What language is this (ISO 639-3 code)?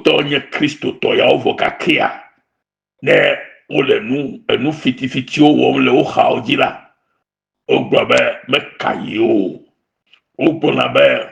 ewe